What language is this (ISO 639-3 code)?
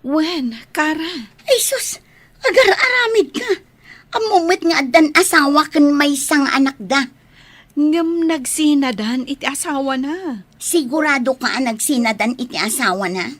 ilo